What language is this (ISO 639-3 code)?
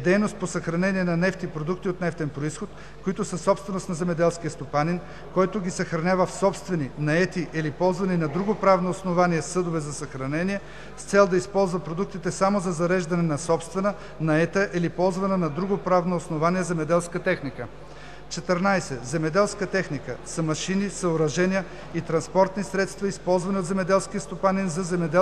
bul